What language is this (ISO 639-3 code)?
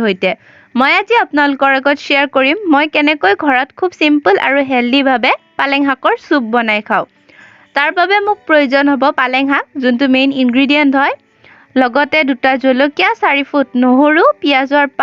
asm